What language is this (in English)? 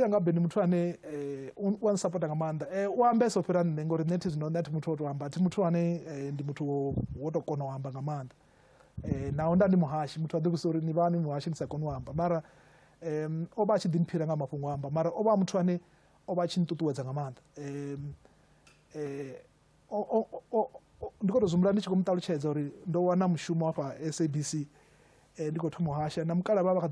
Venda